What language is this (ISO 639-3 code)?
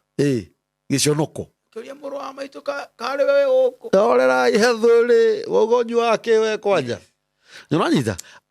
kik